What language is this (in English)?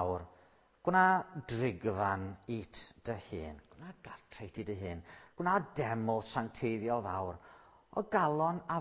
Welsh